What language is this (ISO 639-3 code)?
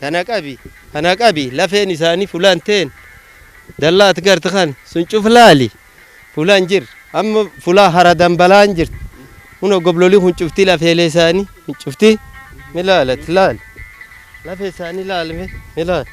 orm